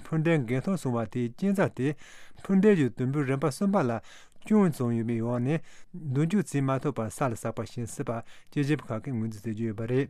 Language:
Tibetan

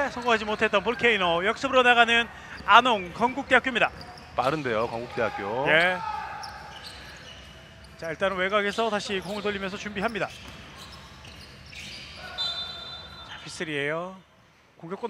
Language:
Korean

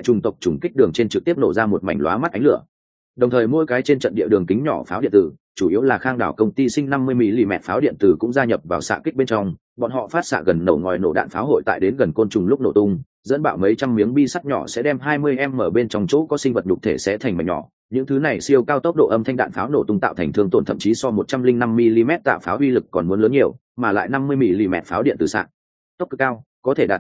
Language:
Vietnamese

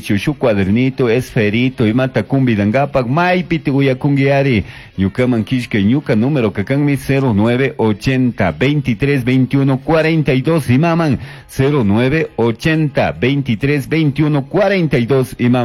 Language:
Chimborazo Highland Quichua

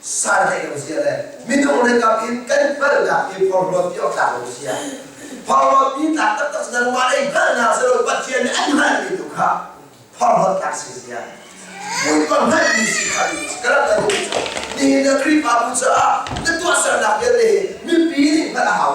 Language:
Hakha Chin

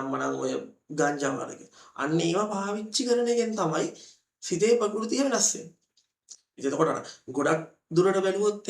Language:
Sinhala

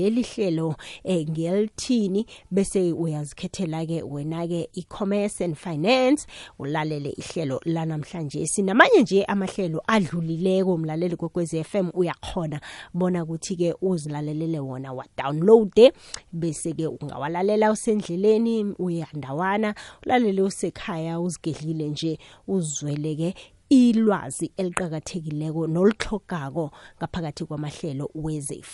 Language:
South Ndebele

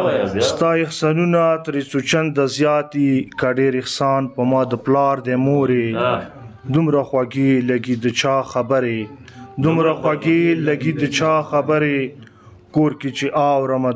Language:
Pashto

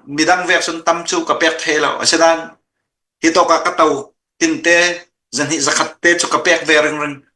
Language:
Hakha Chin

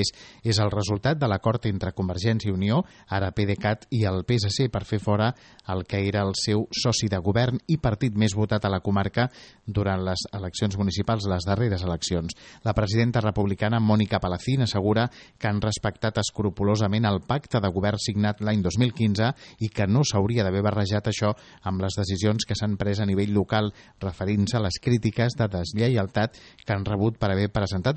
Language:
Catalan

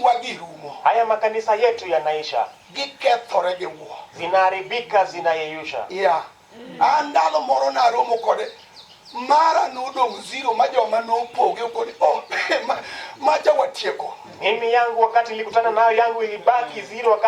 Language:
Luo (Kenya and Tanzania)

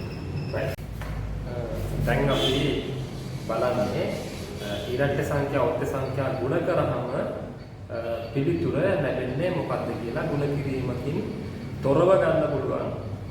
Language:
Sinhala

